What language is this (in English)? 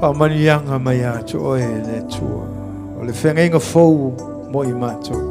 Samoan